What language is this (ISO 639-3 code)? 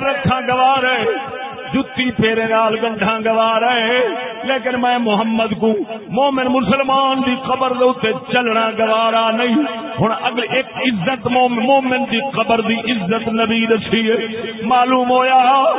skr